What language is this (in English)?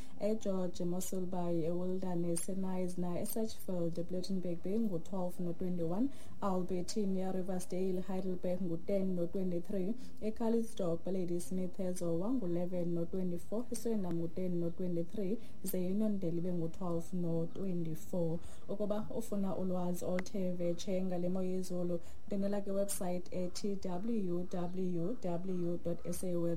Xhosa